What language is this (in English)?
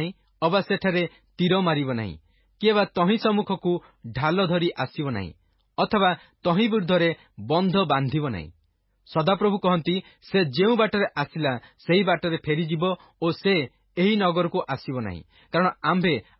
Odia